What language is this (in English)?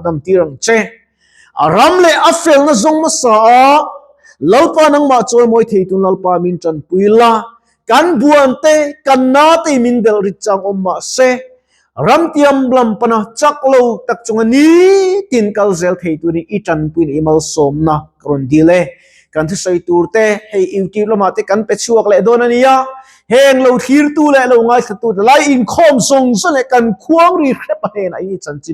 Mizo